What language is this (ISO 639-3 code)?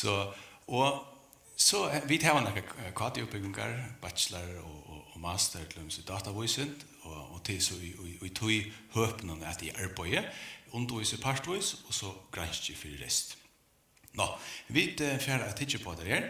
fao